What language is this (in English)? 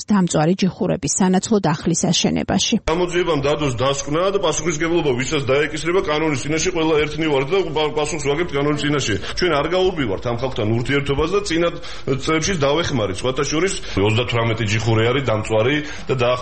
Georgian